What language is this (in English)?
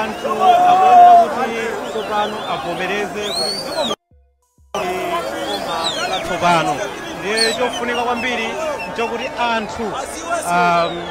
Nyanja